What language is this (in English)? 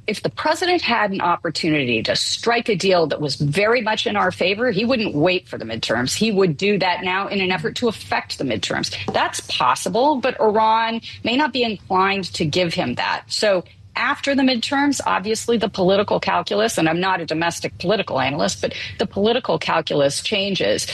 English